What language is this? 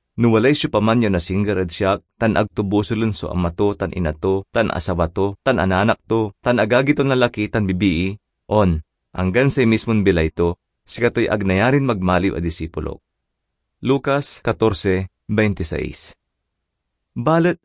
Pangasinan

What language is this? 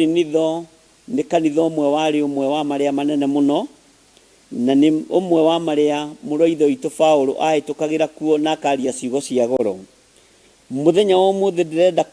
Kikuyu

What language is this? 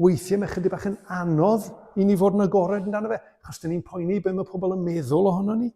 Welsh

